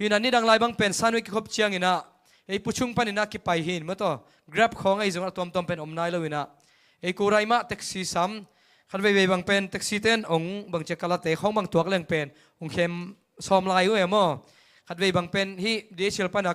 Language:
Tedim Chin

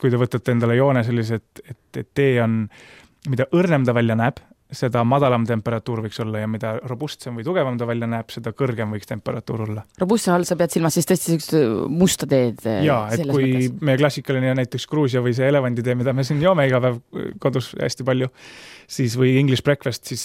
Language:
Estonian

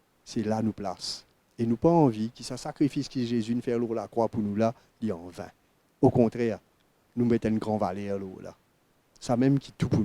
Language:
Morisyen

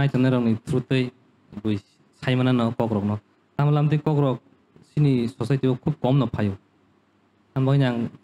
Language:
Kok Borok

